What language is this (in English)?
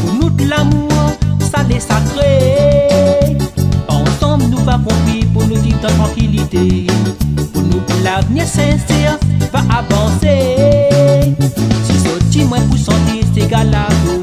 Réunion Creole French